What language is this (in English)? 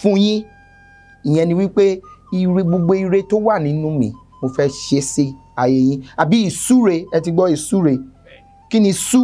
Yoruba